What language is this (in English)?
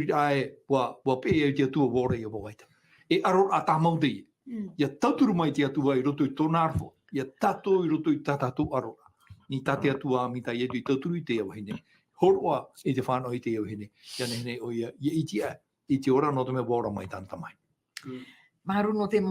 Tahitian